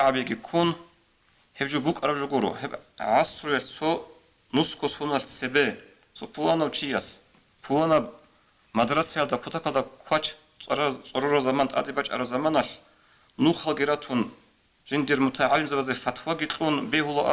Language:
Avaric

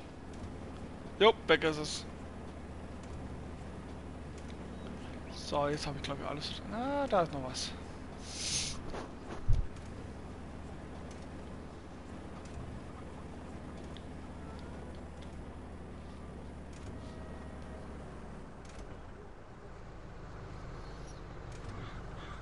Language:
German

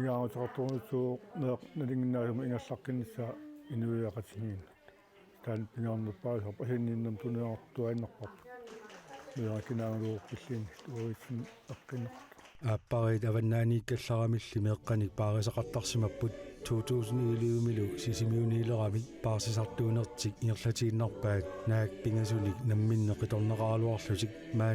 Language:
Kalaallisut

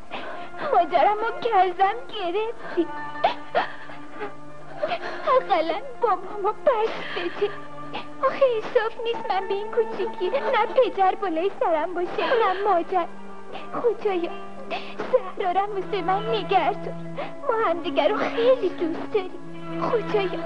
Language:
Persian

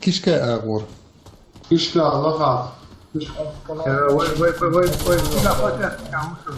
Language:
Chechen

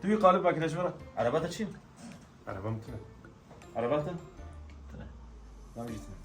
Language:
Kurdish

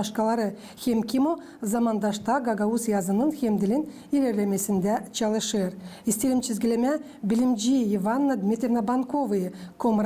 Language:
Gagauz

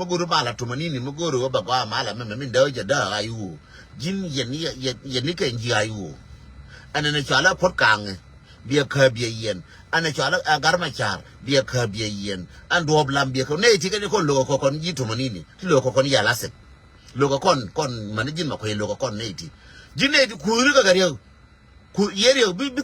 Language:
Nuer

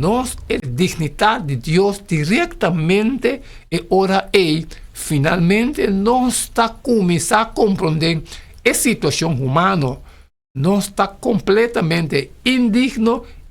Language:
Papiamento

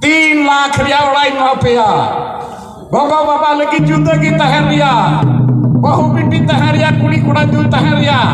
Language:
Santali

